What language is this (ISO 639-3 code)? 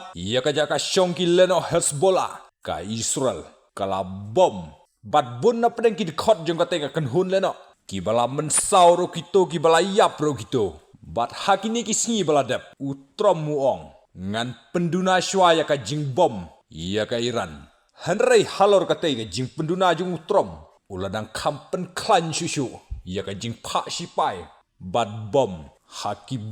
kha